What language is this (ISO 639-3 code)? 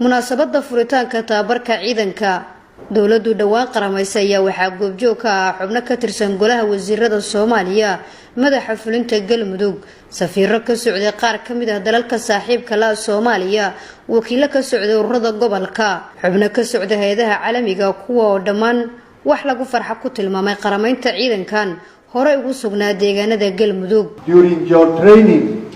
som